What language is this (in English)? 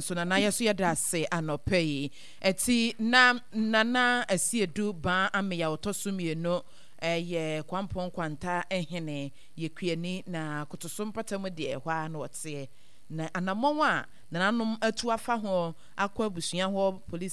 Akan